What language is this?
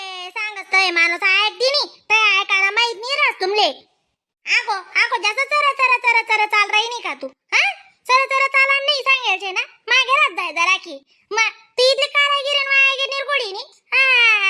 Khandesi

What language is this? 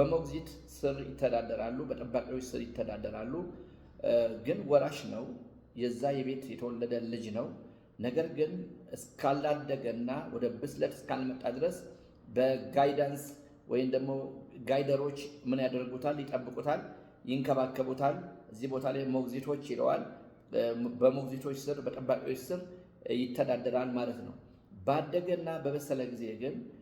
Amharic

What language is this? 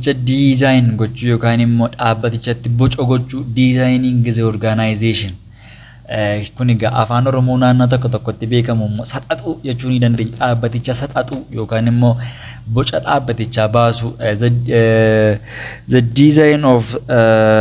Oromo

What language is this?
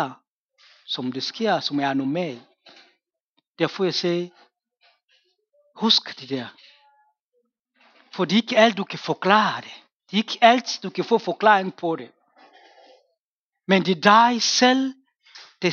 Danish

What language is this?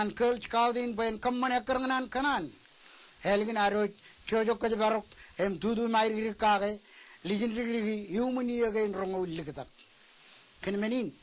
Marshallese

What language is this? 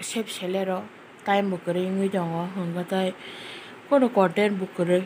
Kok Borok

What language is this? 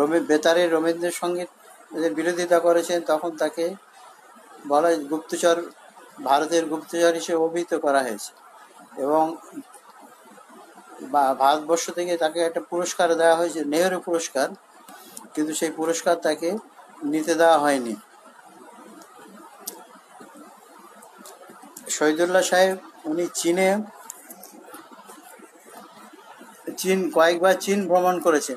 Bangla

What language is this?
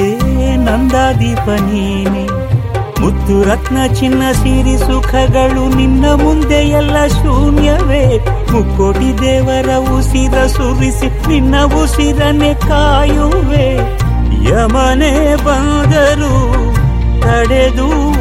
Kannada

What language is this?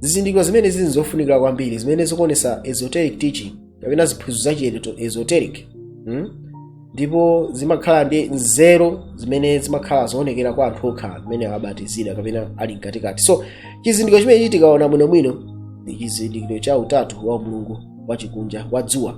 Nyanja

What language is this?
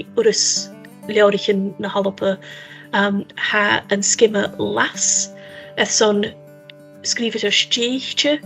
Scottish Gaelic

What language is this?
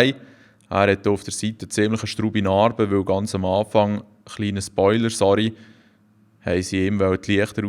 Swiss German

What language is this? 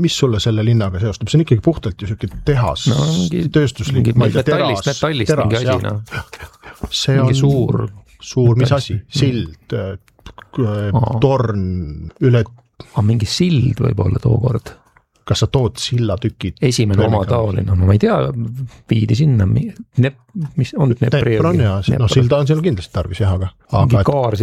Estonian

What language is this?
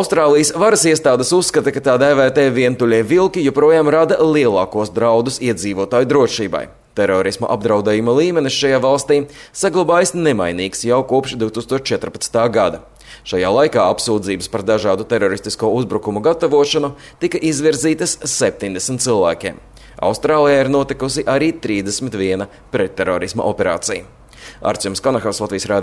Latvian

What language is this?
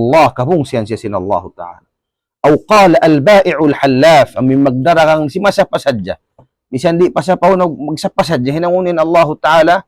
Tausug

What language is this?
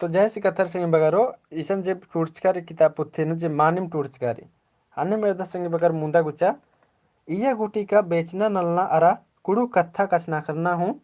Kurukh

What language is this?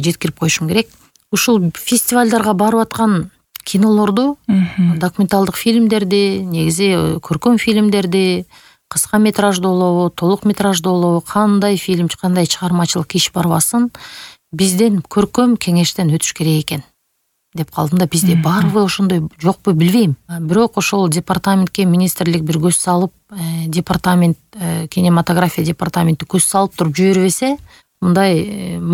Kyrgyz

